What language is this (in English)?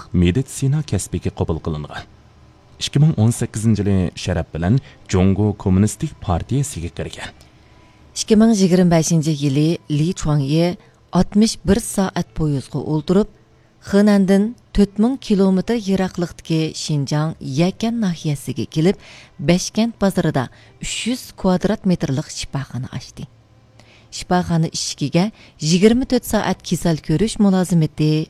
Uyghur